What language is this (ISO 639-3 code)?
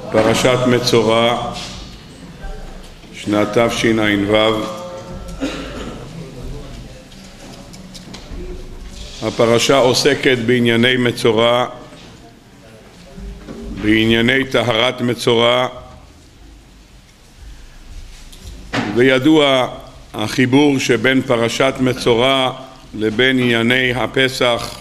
heb